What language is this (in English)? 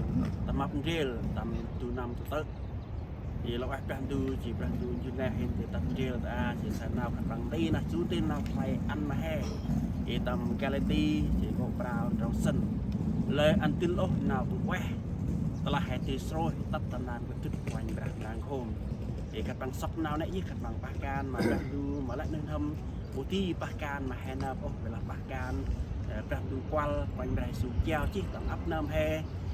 Central Mnong